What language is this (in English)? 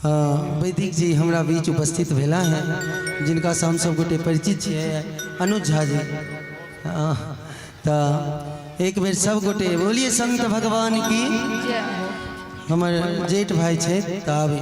Maithili